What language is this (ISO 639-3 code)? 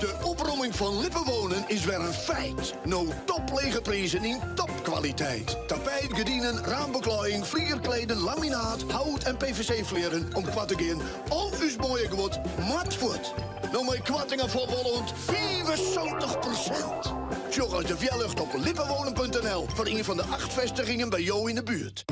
fry